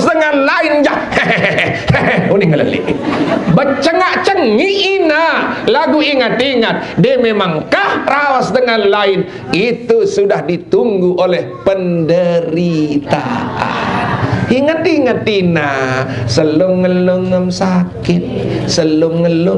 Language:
Sasak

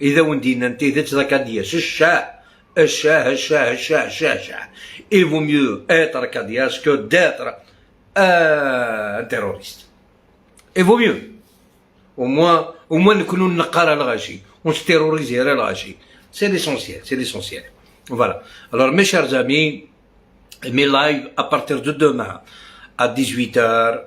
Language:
Algerian Arabic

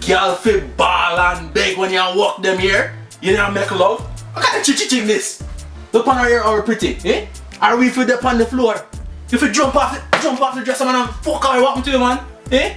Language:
Jamaican Creole English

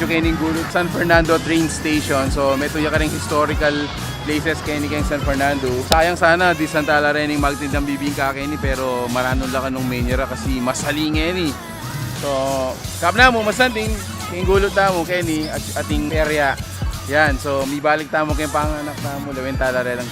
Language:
Pampanga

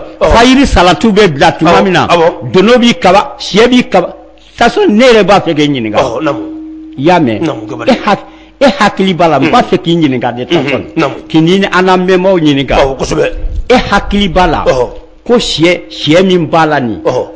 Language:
Bambara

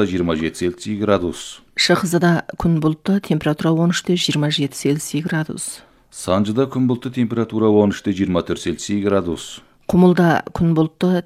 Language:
Kazakh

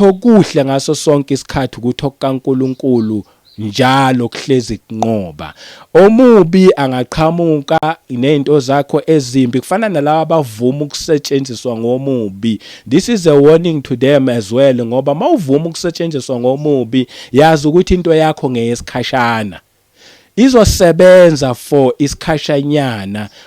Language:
Zulu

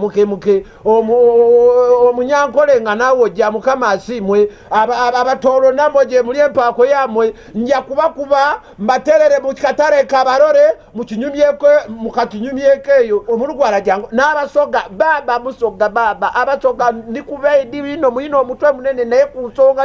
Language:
Ganda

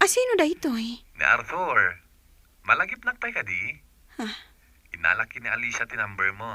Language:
Iloko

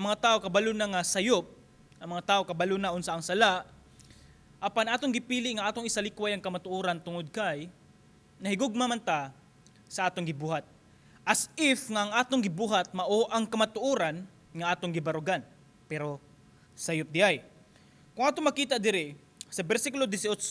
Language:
Cebuano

